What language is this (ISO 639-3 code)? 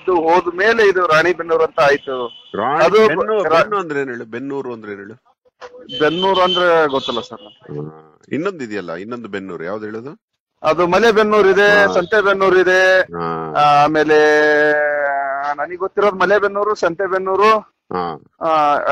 kan